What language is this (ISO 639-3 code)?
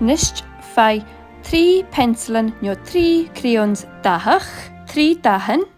gla